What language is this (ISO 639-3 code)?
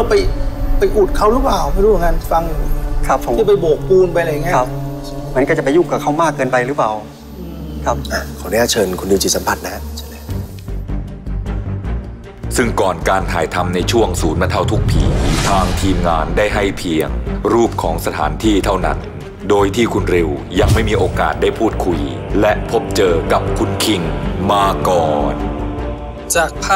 tha